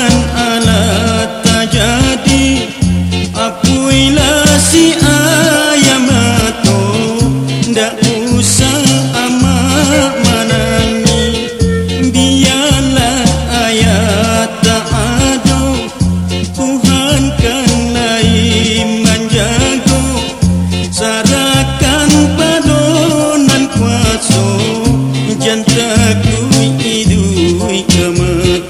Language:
Minangkabau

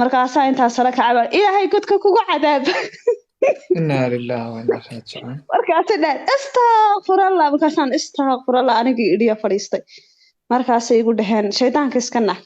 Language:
Somali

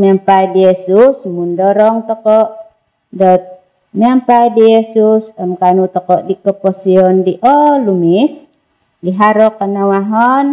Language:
Central Dusun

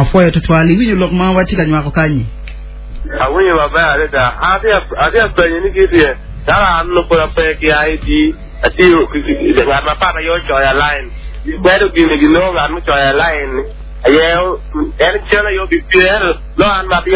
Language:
Acoli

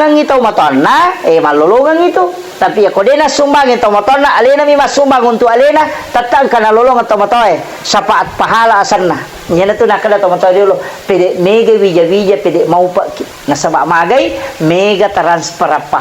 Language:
Buginese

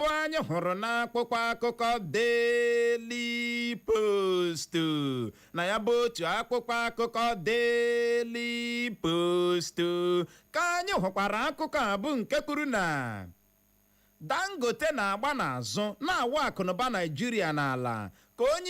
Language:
Igbo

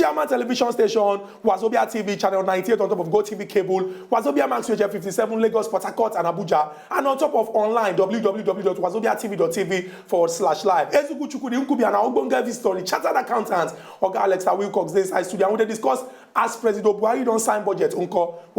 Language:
Nigerian Pidgin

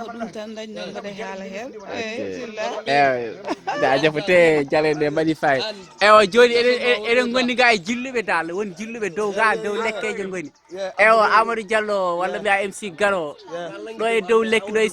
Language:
Fula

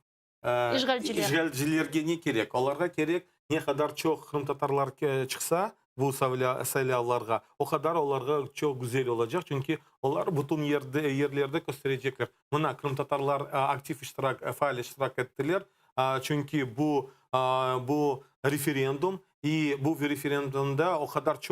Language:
Crimean Tatar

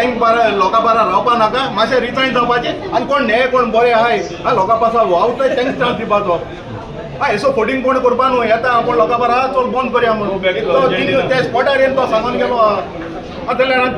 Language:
Konkani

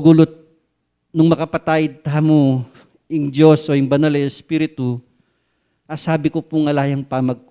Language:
Pampanga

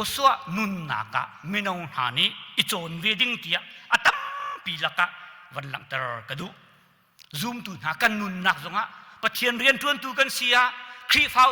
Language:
Hakha Chin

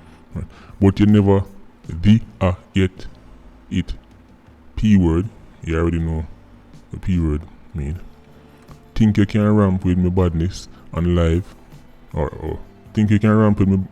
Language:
Jamaican Creole English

